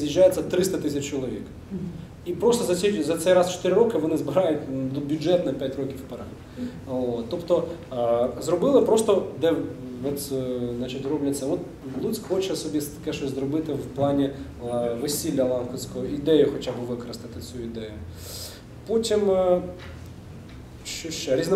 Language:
Ukrainian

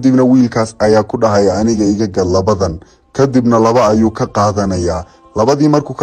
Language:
Somali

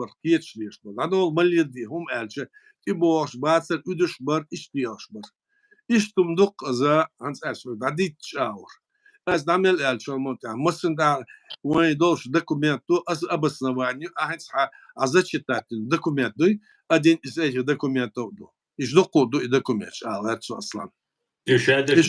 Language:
Chechen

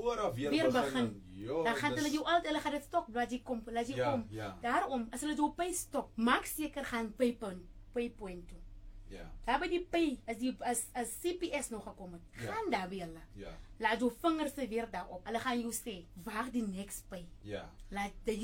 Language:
Afrikaans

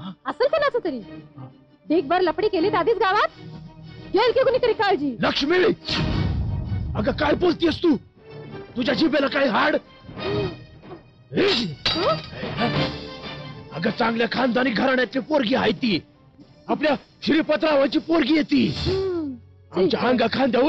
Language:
Marathi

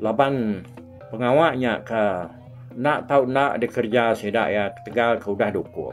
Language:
Iban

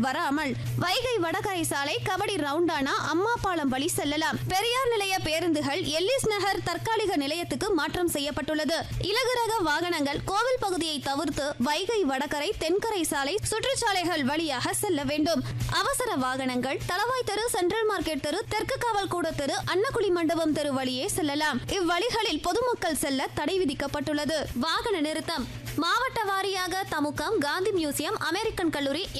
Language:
Tamil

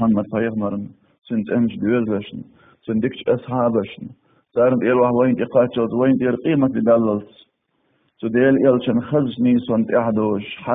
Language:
Chechen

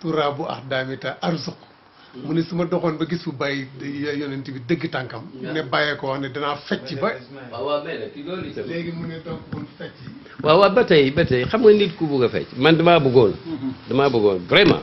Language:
Wolof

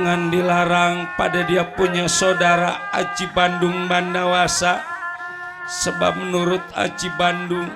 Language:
Betawi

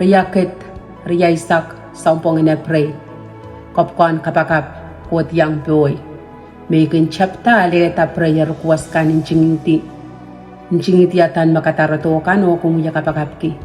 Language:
Pohnpeian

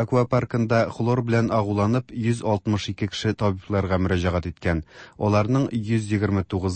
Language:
Tatar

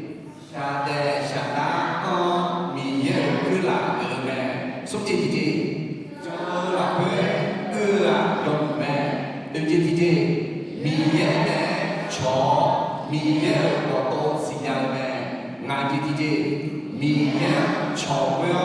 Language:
Akha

